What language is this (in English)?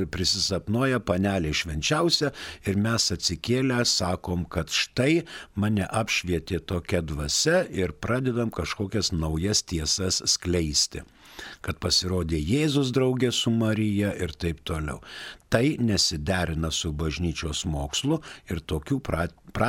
Lithuanian